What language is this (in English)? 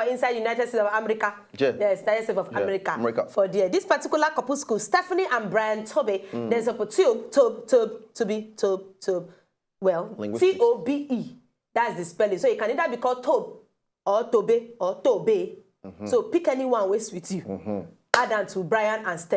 Nigerian Pidgin